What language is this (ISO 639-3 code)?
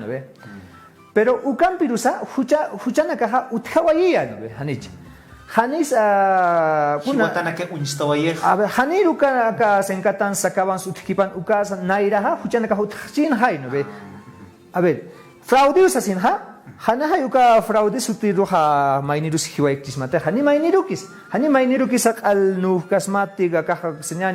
aym